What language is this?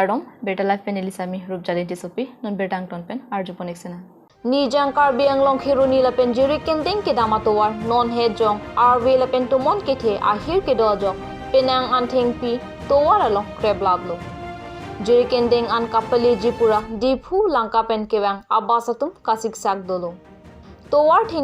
Karbi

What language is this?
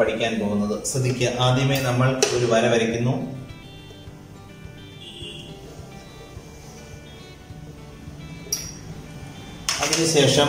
Malayalam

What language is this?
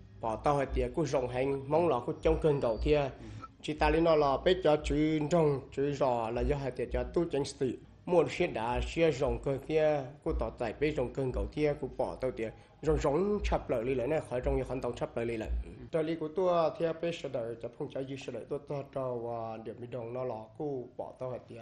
Vietnamese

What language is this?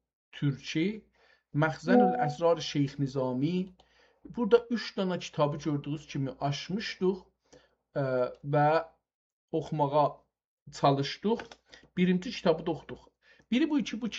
South Azerbaijani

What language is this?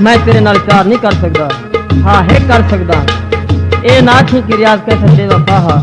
Saraiki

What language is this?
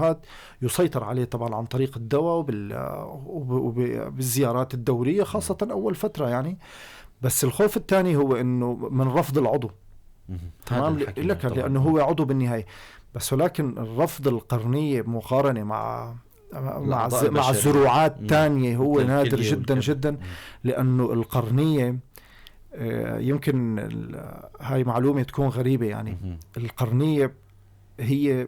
North Levantine Arabic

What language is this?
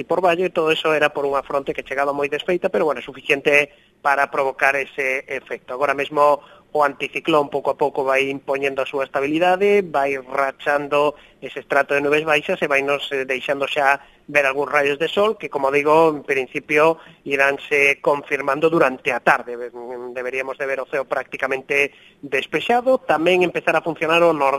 Galician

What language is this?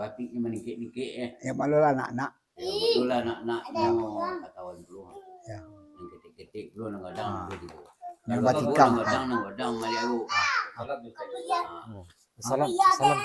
Minangkabau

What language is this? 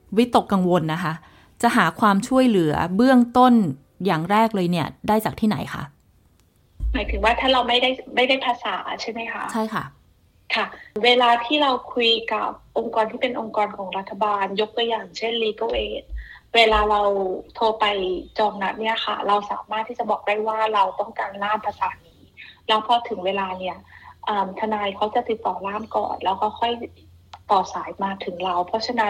Thai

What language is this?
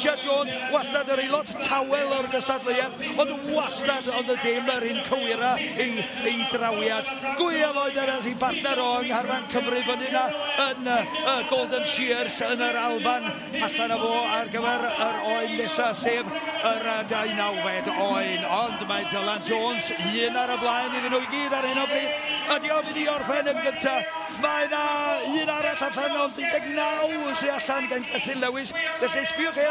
Welsh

